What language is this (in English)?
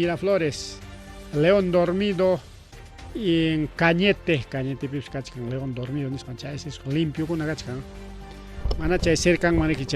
Ayacucho Quechua